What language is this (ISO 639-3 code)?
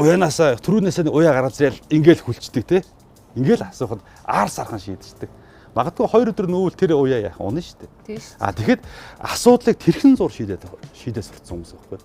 mon